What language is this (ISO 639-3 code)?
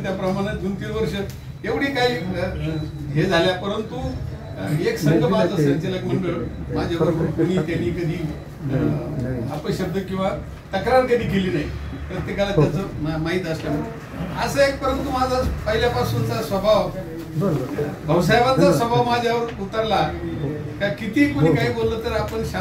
mar